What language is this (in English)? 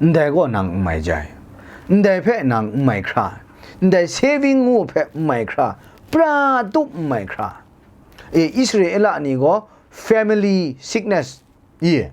Kachin